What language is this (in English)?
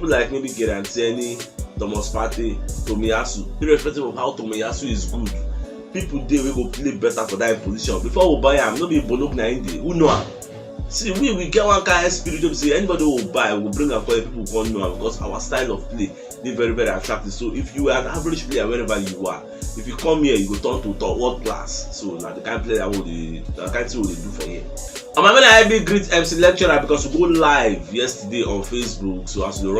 Nigerian Pidgin